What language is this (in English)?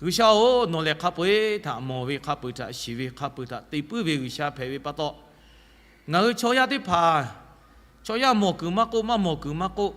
Lahu